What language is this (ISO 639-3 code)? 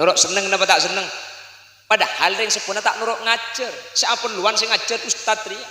mad